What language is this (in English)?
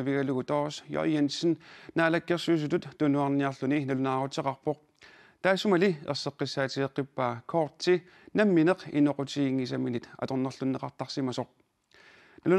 Kalaallisut